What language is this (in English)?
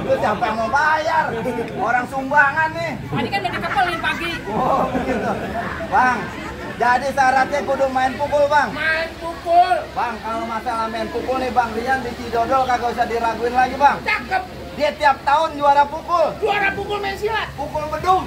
Betawi